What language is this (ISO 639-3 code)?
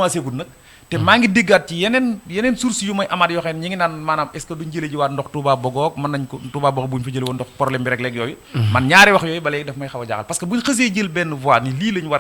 wol